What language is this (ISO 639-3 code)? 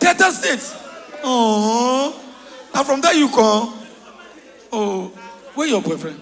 pcm